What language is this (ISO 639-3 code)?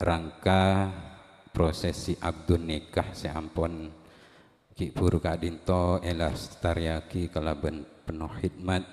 mad